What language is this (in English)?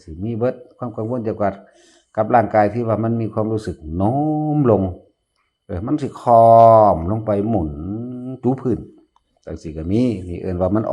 Northeastern Thai